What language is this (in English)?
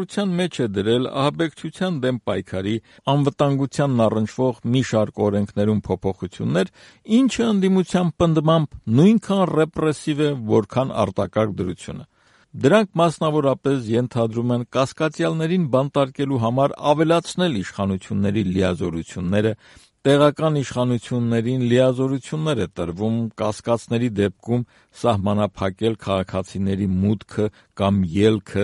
Armenian